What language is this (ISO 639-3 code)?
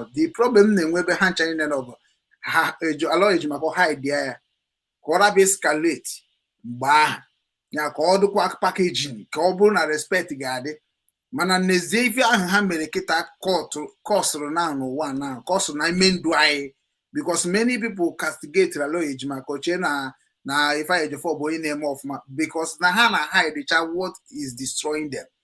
ibo